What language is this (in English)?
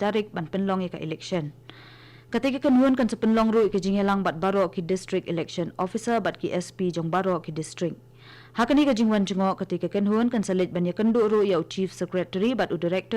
Khasi